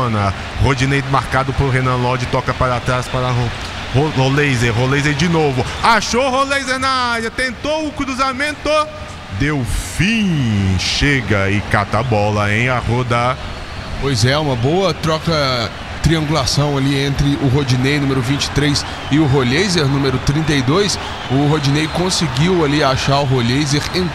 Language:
Portuguese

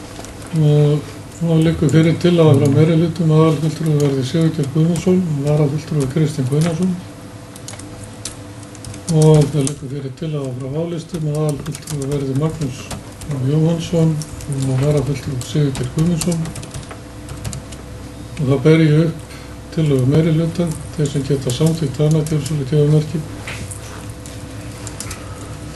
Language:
Icelandic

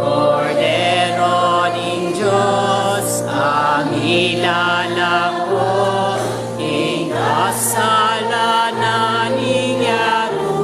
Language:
Pampanga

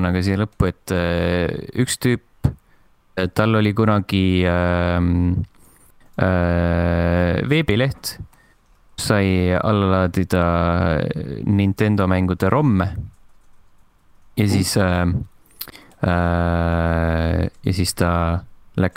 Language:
Estonian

